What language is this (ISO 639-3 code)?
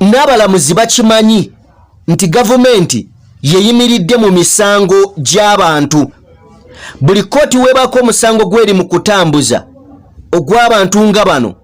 lug